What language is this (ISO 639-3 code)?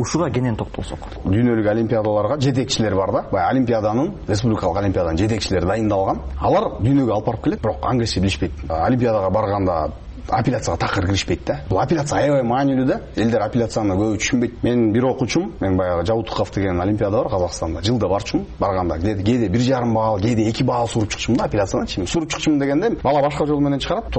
kir